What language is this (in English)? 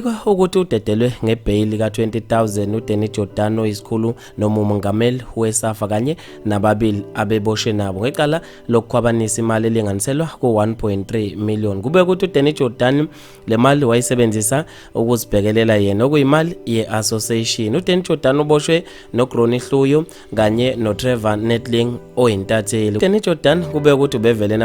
Zulu